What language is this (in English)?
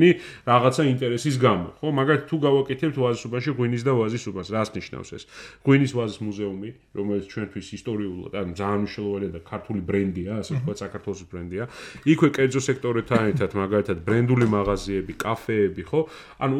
Georgian